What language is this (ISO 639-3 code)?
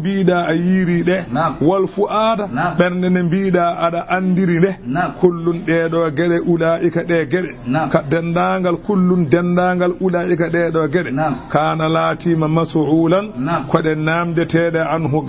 ful